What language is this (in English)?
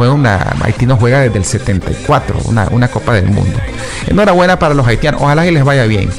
Spanish